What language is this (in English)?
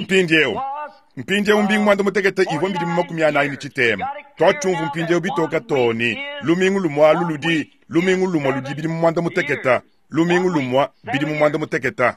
Luba-Lulua